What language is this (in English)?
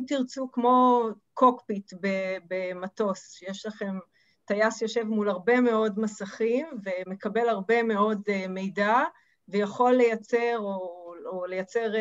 Hebrew